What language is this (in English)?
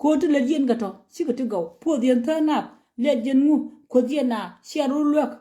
Nuer